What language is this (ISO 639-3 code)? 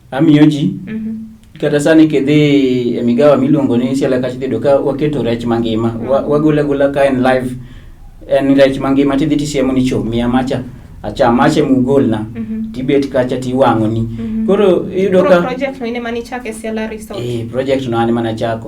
luo